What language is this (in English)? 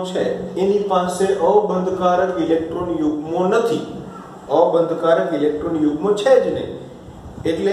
Gujarati